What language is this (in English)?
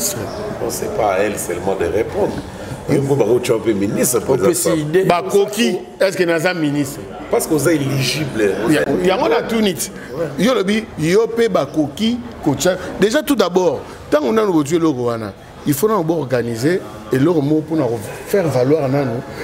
Lingala